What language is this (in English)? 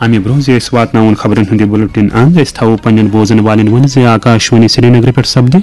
Kashmiri